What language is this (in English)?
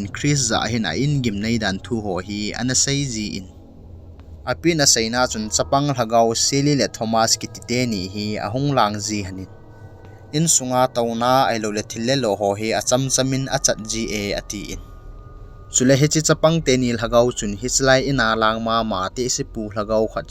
Thado Chin